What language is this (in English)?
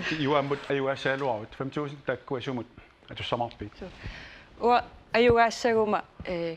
Kalaallisut